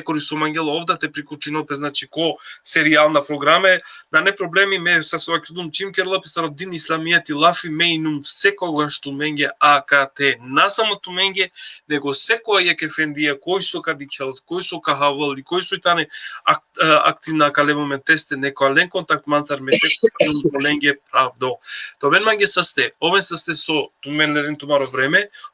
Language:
Balkan Romani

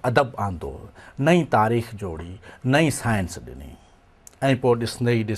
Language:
Sindhi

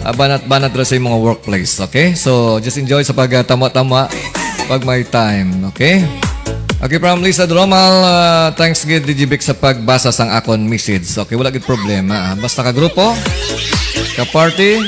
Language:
Hiligaynon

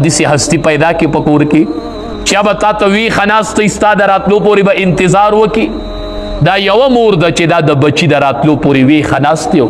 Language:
Pashto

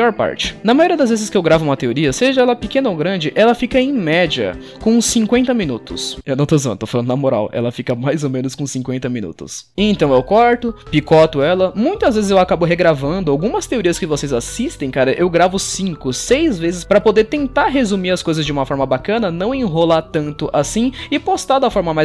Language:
Portuguese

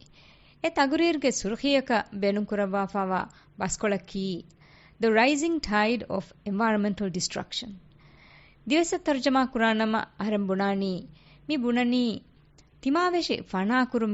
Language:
Divehi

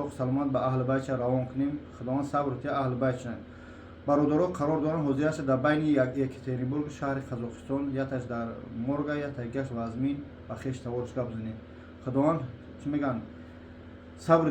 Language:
Tajik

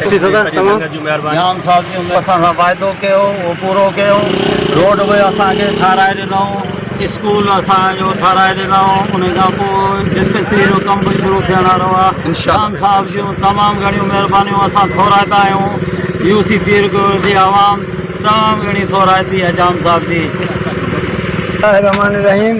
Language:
Sindhi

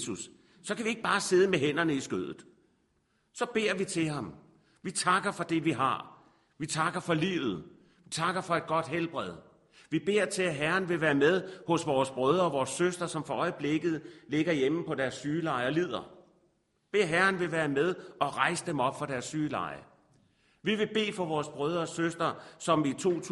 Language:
Danish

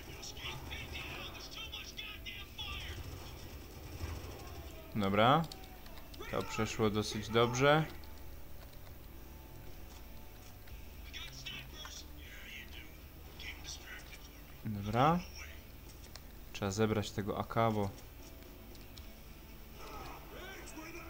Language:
Polish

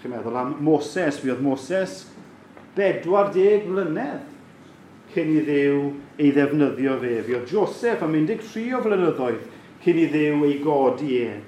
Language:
Welsh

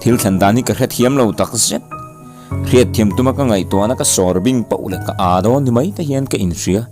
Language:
Mizo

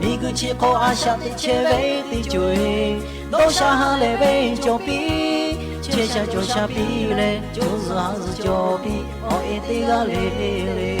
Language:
Lahu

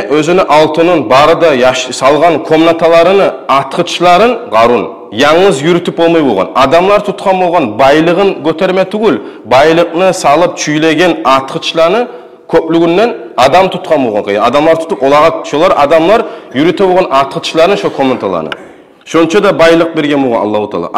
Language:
Kumyk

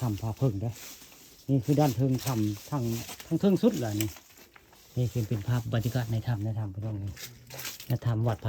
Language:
Northeastern Thai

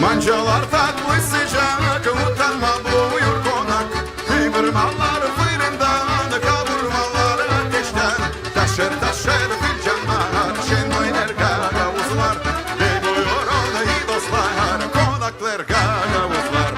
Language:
Gagauz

